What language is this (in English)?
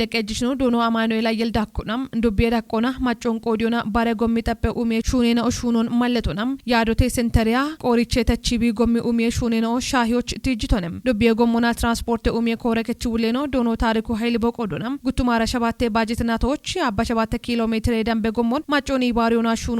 Kafa